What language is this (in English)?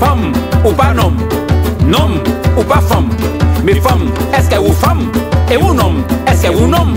Guadeloupean Creole French